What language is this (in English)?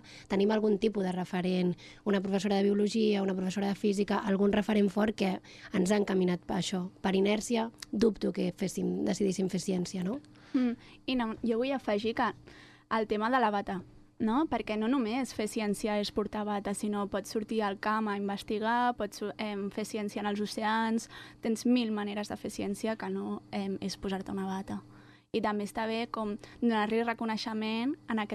Catalan